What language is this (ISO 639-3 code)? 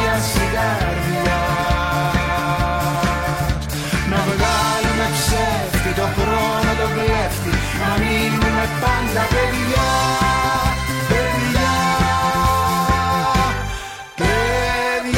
ell